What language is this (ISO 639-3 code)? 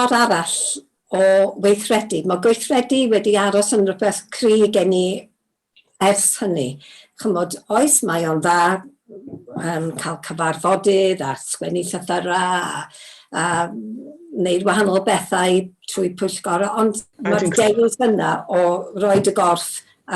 cym